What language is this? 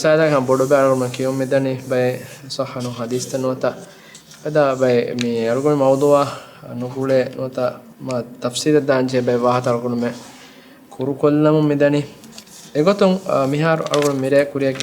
Divehi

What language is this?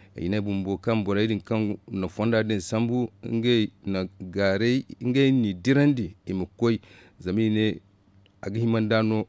Zarma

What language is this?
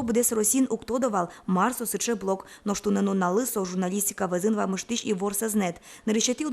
Udmurt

